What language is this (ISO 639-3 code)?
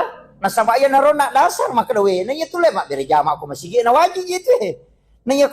bug